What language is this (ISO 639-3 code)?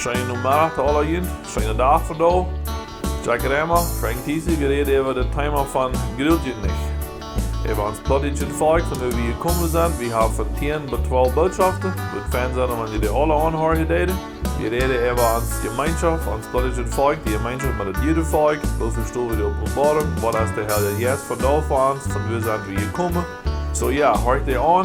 pdt